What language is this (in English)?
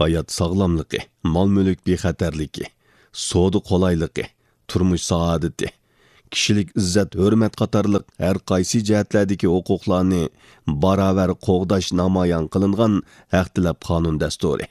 Uyghur